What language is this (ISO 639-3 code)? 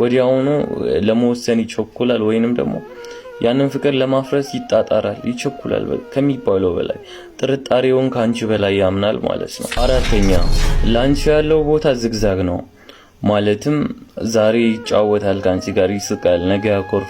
amh